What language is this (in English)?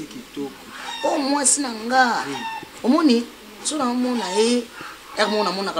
Lingala